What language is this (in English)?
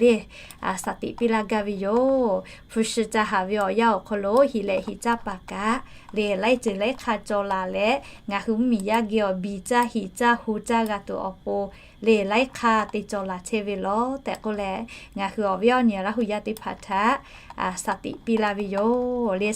Lahu